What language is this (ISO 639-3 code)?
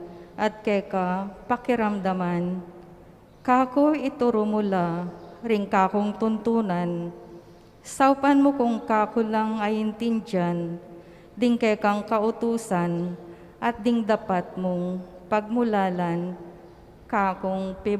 pam